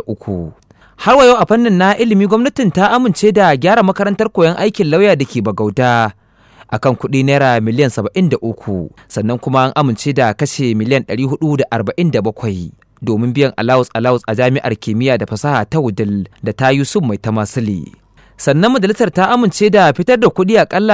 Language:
Hausa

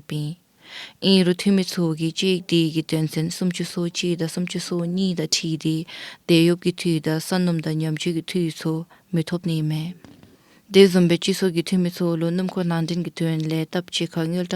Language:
Dzongkha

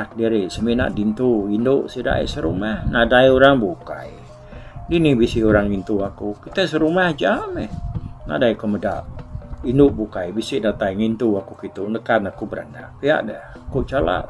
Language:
Iban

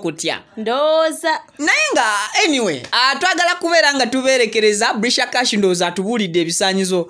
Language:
Ganda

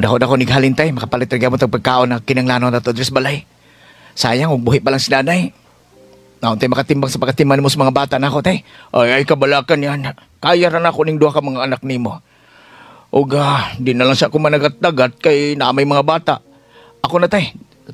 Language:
Cebuano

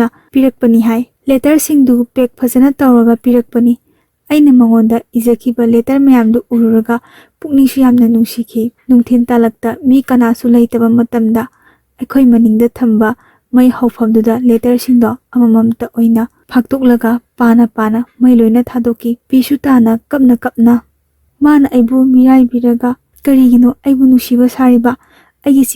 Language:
Manipuri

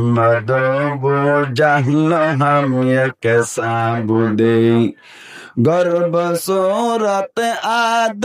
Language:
Rohingya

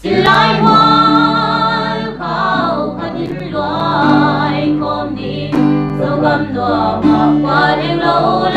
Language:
Paite Chin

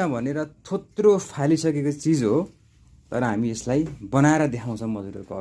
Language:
Nepali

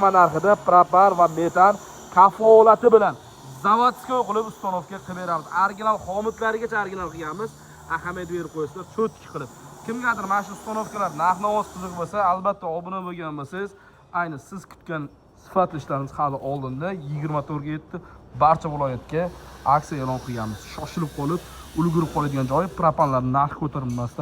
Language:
Uzbek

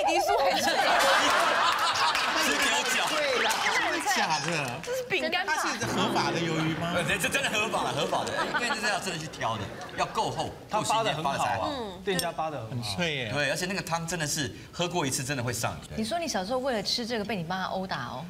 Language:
Chinese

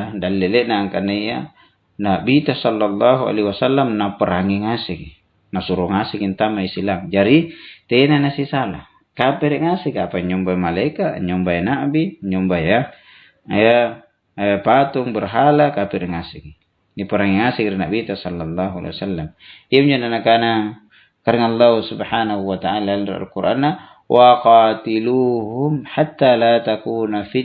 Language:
Makasar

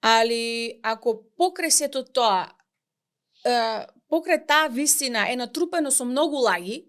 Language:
Macedonian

